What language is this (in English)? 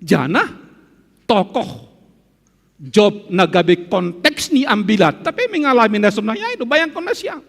Batak Simalungun